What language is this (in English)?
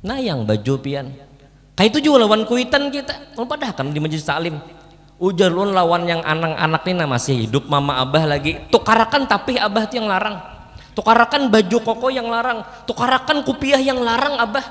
Banjar